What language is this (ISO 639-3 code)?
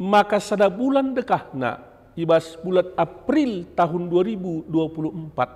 btx